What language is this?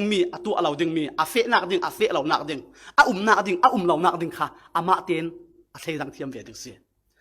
Falam Chin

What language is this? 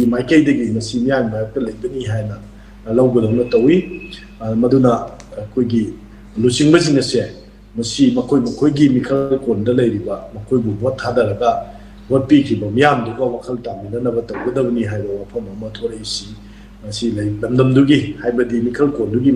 Manipuri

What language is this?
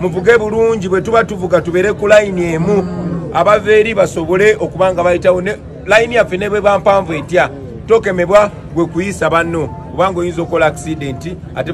Ganda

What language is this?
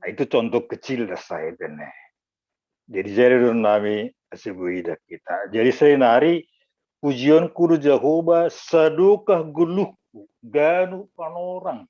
Batak Simalungun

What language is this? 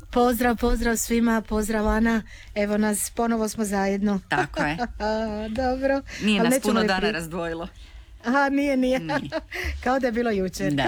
Croatian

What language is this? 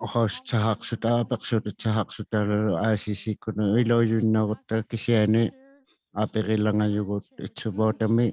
Inuktitut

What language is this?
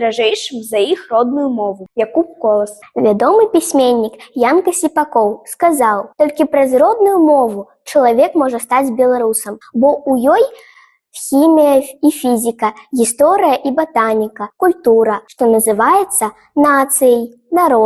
Belarusian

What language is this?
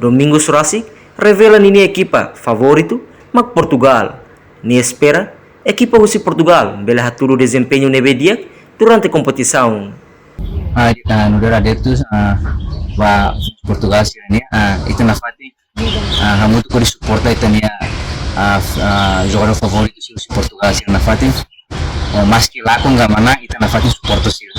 Tetum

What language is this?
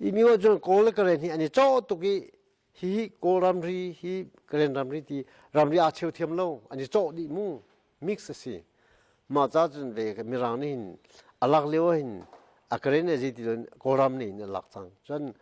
Hakha Chin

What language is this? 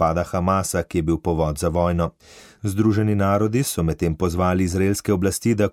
Slovenian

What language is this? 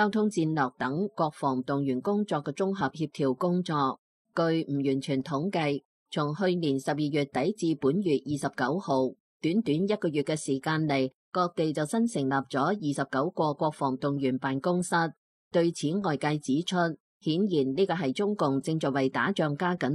Cantonese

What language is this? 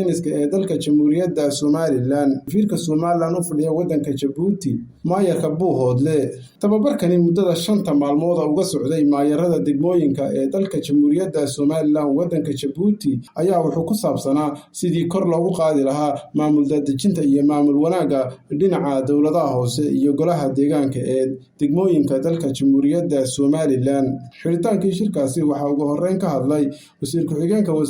Somali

